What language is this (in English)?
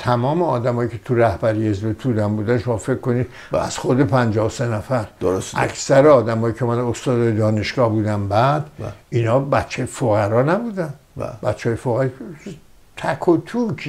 Persian